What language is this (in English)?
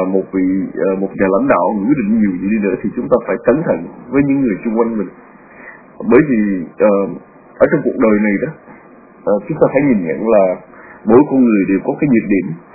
Vietnamese